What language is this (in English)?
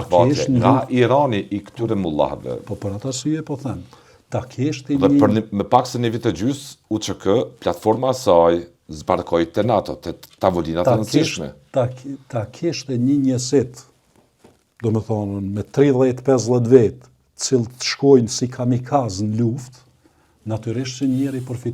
Albanian